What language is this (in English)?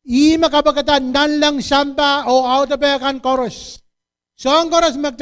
Pohnpeian